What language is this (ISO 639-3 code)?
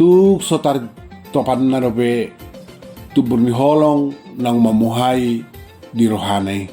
bbc